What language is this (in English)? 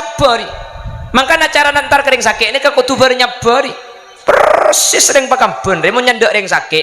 Madurese